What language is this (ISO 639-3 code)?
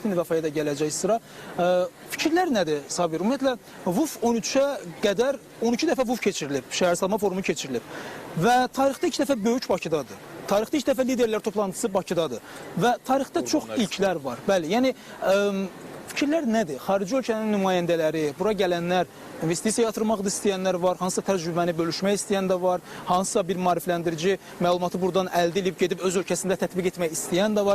aze